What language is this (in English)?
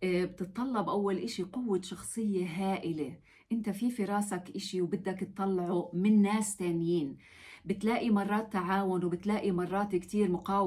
North Levantine Arabic